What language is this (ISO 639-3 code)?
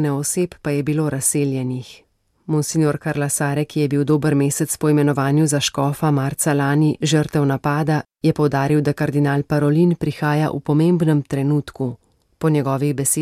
slv